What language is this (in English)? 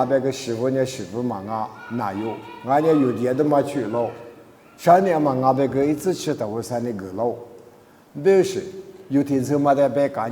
Lisu